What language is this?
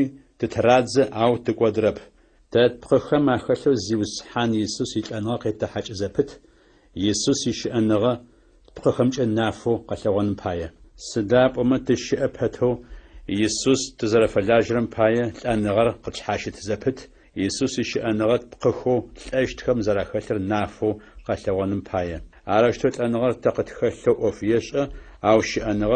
Adyghe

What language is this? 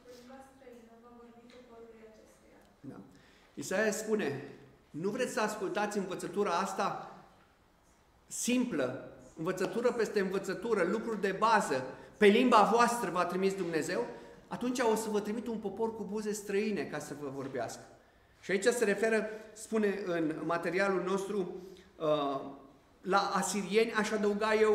Romanian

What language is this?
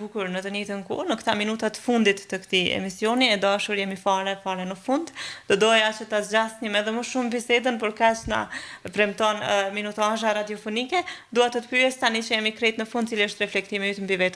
Albanian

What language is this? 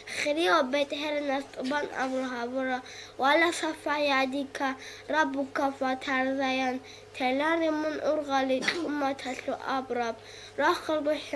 Avaric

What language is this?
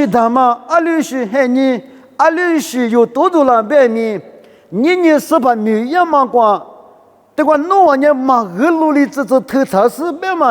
Lisu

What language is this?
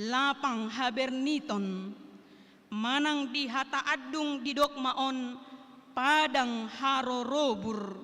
Batak Toba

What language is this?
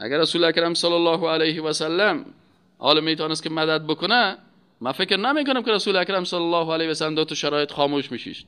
Persian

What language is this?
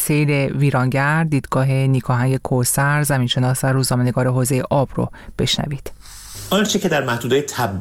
Persian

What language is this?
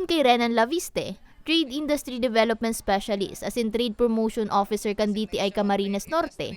Bikol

